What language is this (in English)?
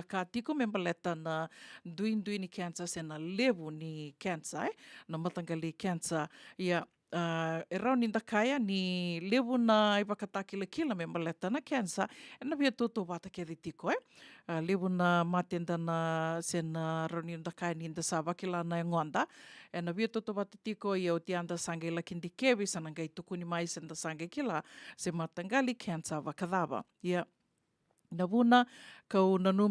Fijian